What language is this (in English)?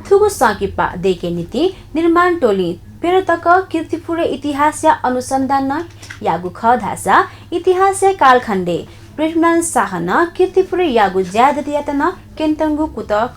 Newari